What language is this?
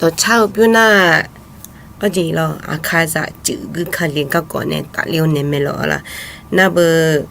Akha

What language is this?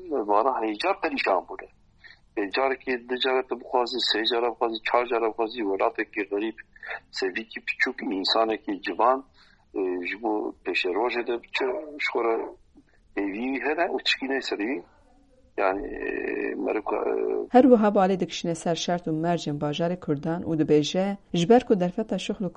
Kurdish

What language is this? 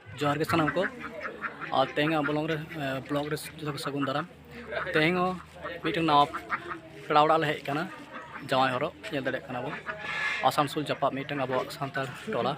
Santali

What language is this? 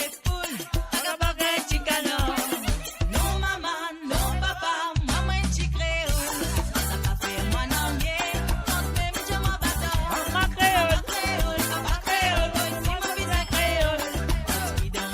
Morisyen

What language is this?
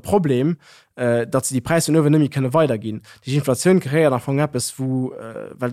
Luxembourgish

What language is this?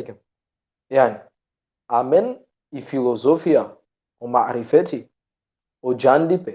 Balkan Romani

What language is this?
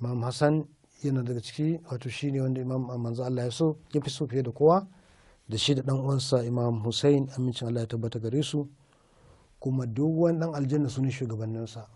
Hausa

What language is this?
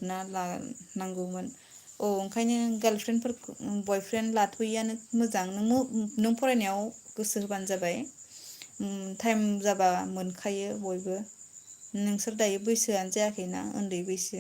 Bodo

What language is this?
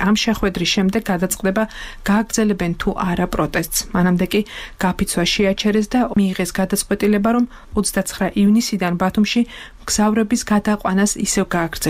Georgian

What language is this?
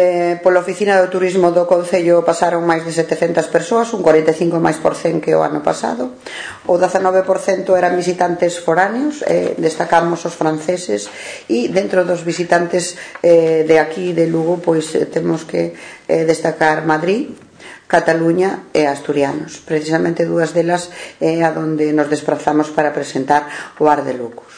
Galician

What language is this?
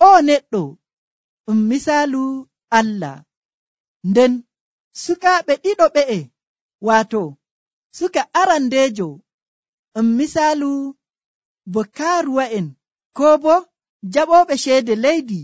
Nigerian Fulfulde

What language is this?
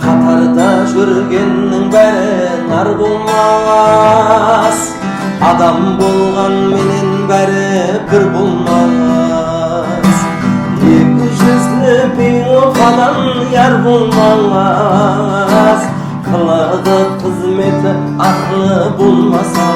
Kara-Kalpak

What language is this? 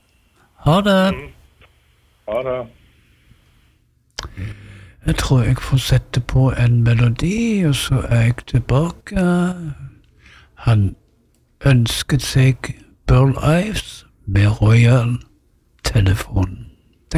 Norwegian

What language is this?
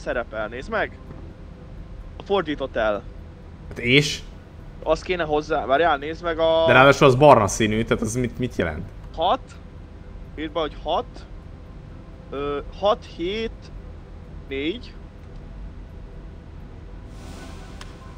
Hungarian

